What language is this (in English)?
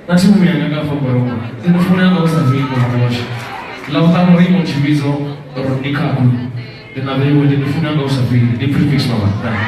Venda